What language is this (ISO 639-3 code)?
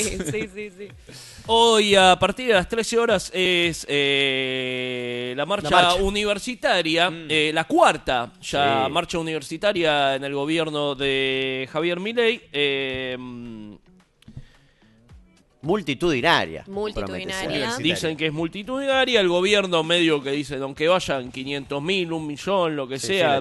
spa